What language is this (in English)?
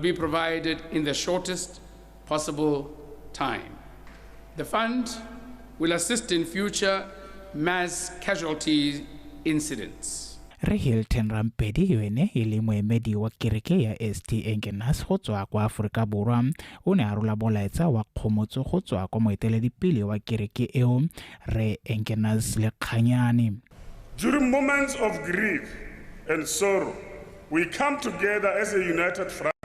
Tswana